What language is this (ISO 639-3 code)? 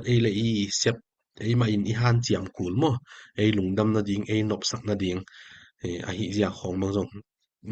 ctd